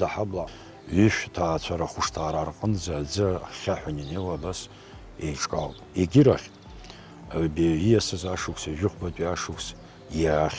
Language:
Abkhazian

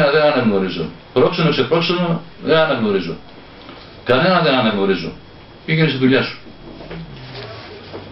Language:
Greek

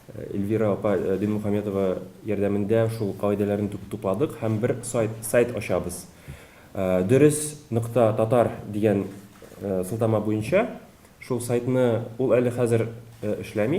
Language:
Tatar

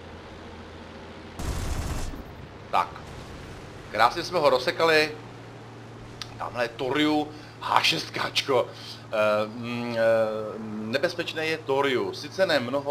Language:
Czech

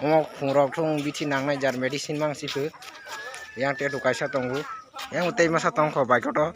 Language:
Kok Borok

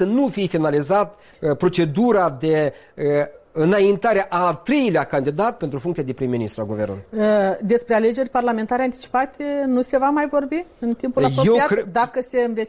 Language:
Romanian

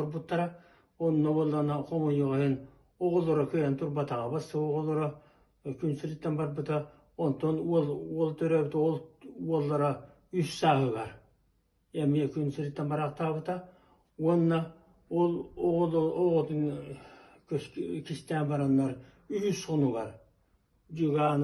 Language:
Yakut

